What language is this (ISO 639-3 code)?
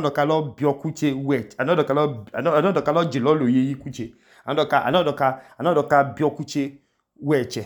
idu